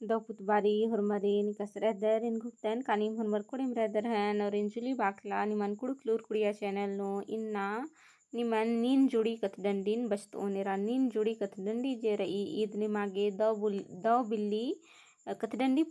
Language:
Kurukh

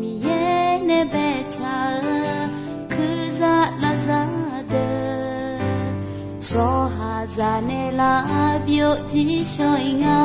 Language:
Akha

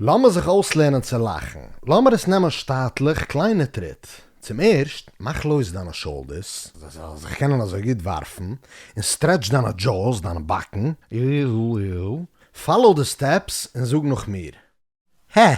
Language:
Yiddish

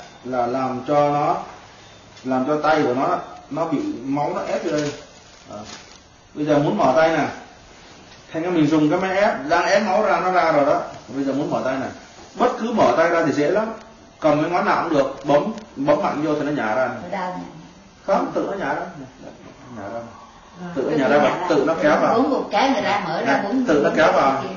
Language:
Vietnamese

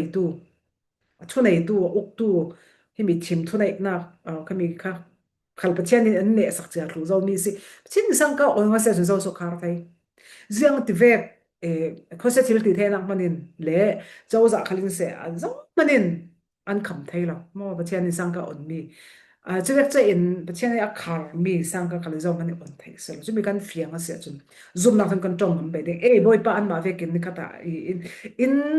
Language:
Falam Chin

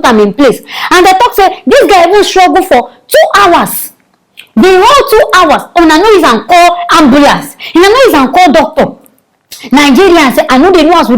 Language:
Nigerian Pidgin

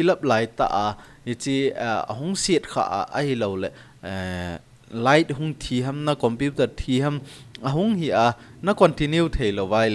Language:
Thado Chin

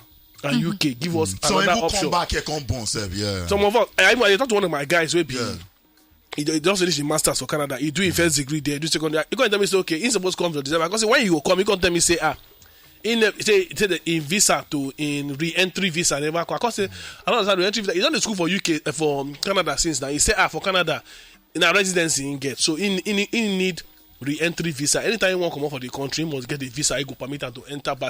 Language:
Nigerian Pidgin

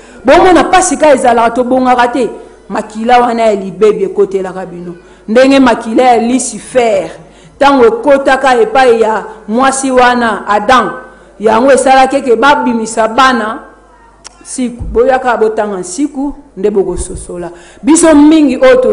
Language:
Lingala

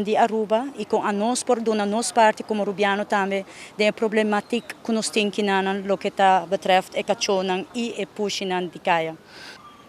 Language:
Papiamento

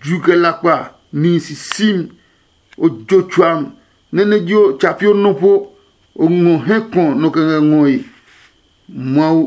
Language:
Adangme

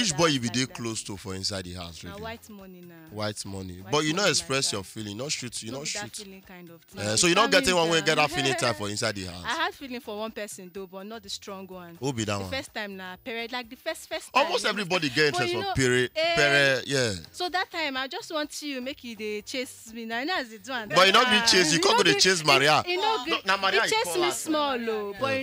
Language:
Nigerian Pidgin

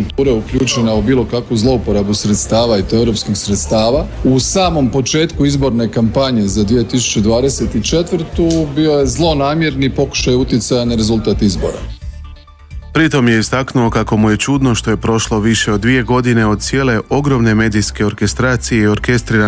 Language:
Croatian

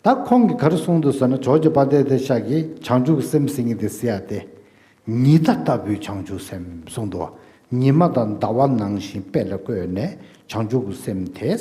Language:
Tibetan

